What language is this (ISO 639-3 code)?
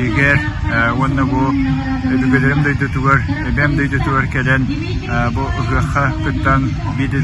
sah